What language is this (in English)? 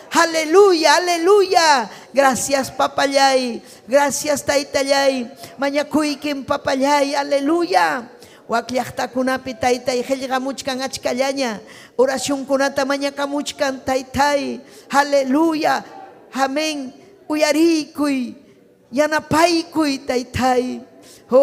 Ayacucho Quechua